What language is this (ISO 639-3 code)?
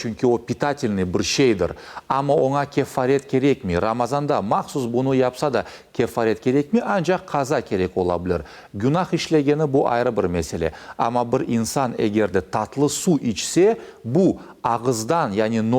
crh